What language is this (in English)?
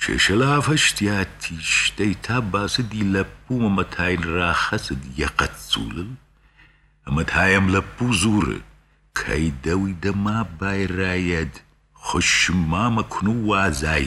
Ossetic